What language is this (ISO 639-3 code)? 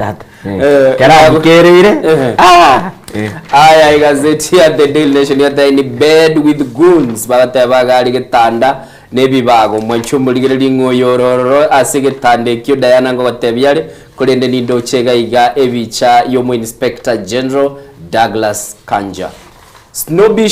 guz